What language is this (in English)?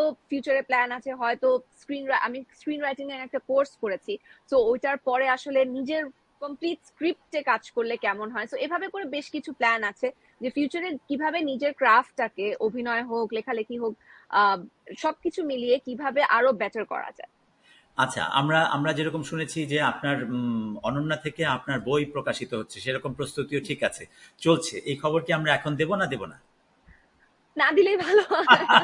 Bangla